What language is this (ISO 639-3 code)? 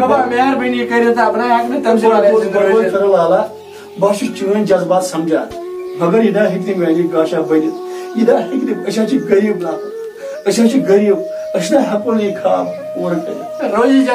kas